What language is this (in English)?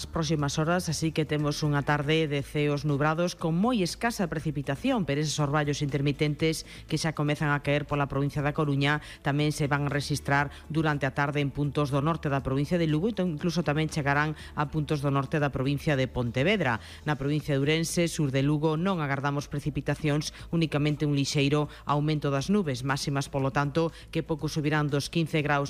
Galician